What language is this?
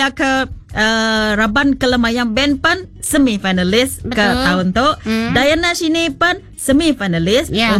Iban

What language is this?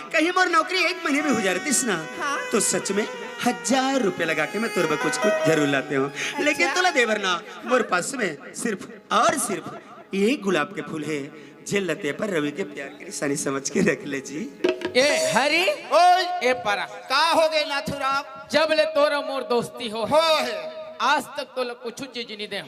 Chhattisgarhi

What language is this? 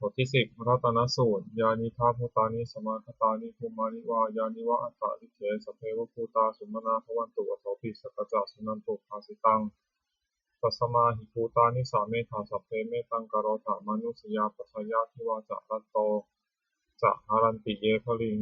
Pali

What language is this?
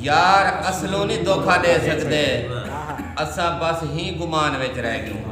Saraiki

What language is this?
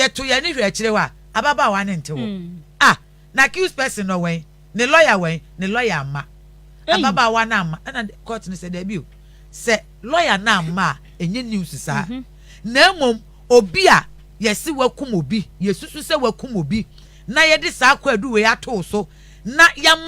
Akan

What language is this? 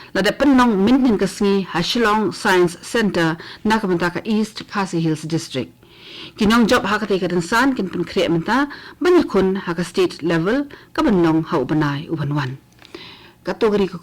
Khasi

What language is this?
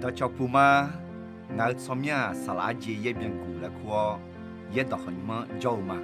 Akha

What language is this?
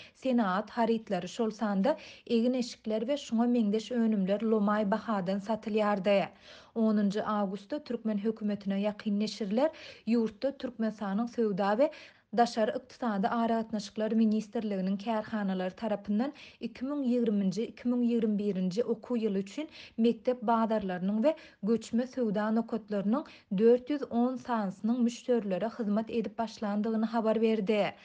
Turkmen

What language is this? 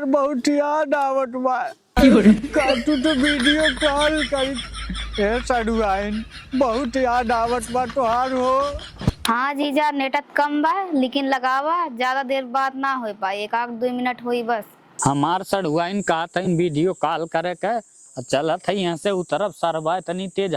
Awadhi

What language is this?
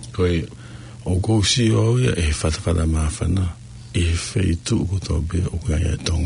Tongan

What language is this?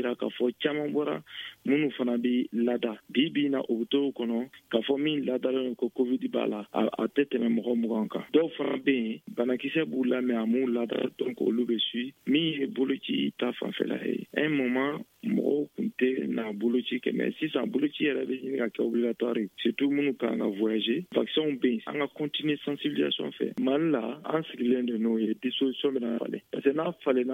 Bambara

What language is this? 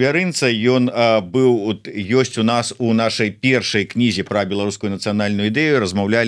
Belarusian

